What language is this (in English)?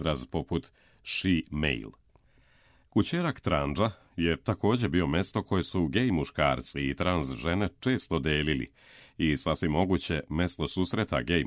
Serbian